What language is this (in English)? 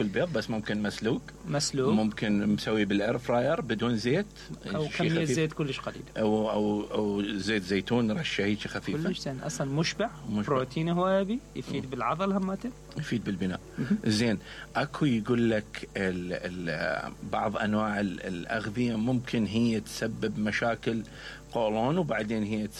Mesopotamian Arabic